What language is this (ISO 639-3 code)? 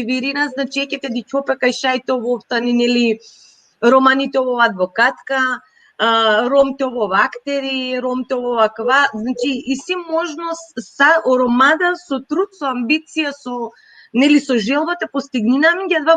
rmn